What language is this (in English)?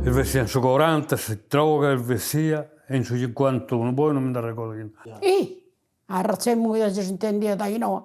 Sardinian